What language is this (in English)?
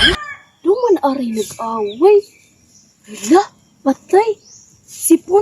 Cebuano